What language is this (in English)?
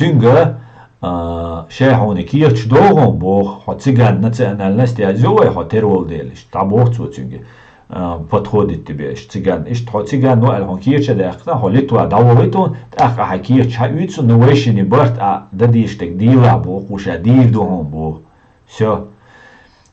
Chechen